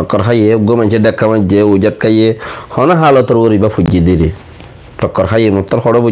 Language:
Rohingya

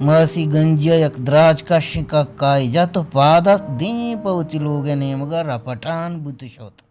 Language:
Baluchi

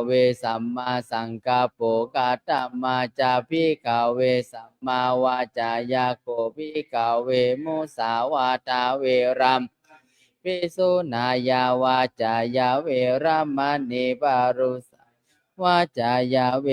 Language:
Pali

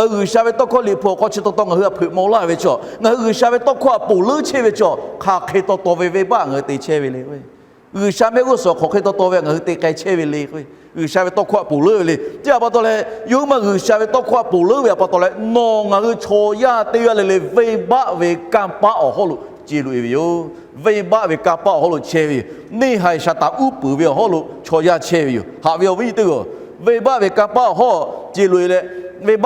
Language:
Lahu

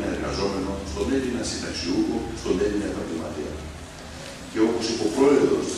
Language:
Greek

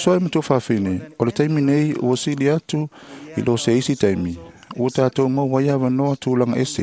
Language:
Samoan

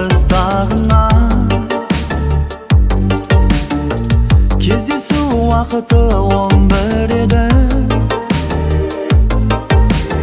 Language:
Kazakh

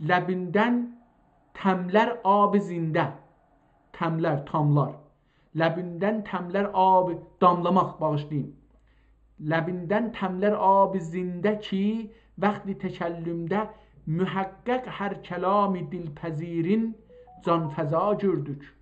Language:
South Azerbaijani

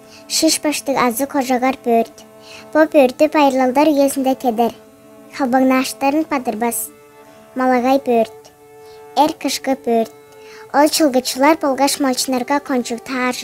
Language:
Tuvinian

